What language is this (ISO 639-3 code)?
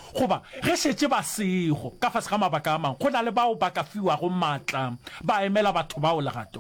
nso